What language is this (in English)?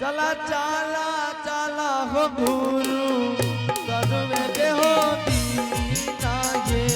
Angika